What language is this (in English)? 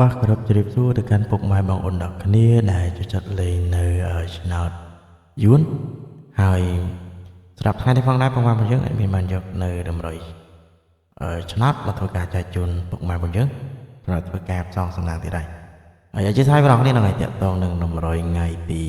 Khmer